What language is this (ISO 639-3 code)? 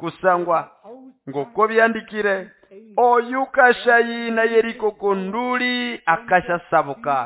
nnb